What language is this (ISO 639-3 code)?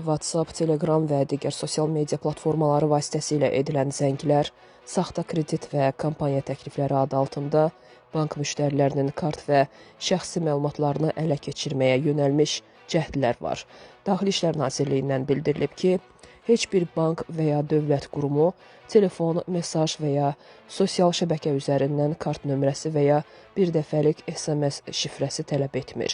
aze